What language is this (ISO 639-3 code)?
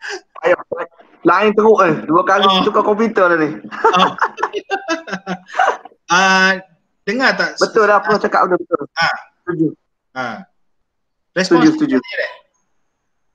msa